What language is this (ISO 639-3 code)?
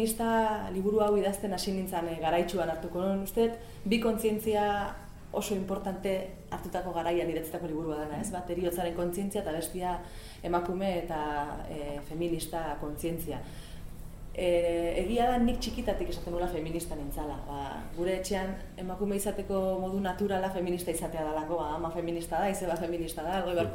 eus